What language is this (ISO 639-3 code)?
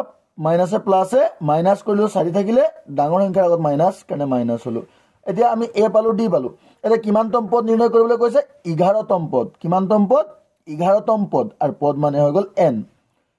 asm